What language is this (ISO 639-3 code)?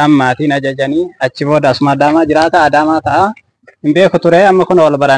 orm